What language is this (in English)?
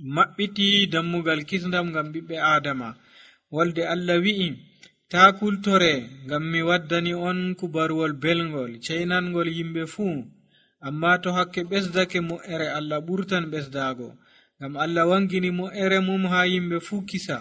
Nigerian Fulfulde